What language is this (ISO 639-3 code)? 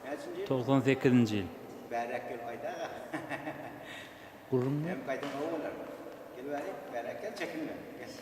tuk